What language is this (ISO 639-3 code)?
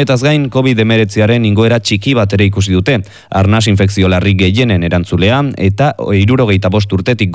eus